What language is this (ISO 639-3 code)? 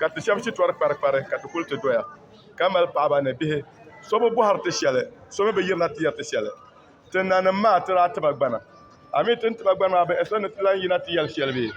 dag